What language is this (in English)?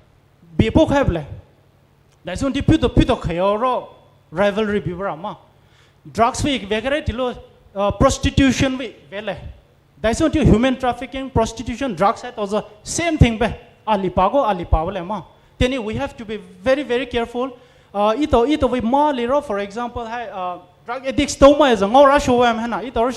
Poumei Naga